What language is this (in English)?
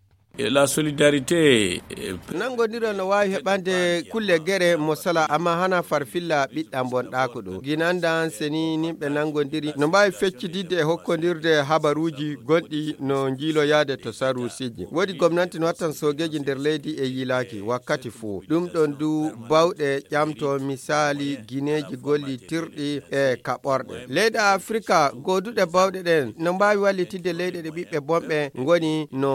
Fula